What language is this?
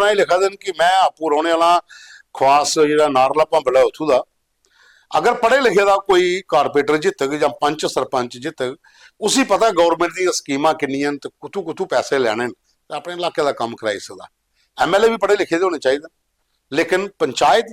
Dogri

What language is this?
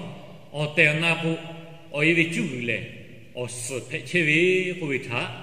Lahu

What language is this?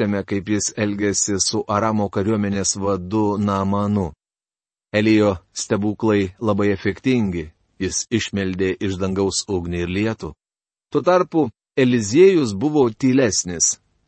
Lithuanian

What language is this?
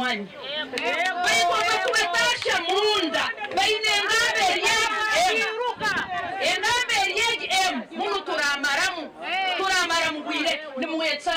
Nyankole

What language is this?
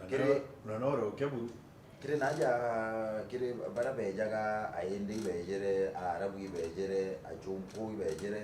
Meru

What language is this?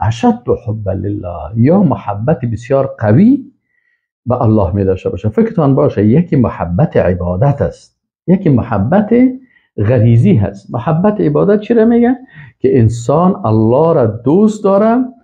Persian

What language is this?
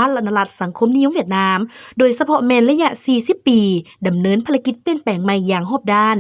Lao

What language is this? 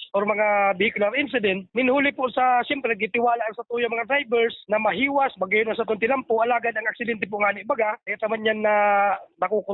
Bikol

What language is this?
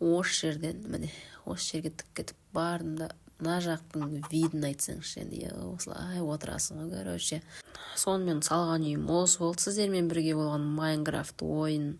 Kazakh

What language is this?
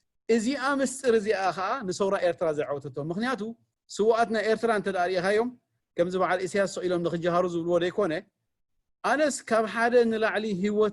Tigrinya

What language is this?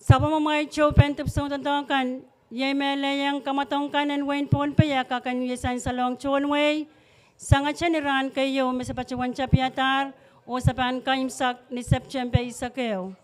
Pohnpeian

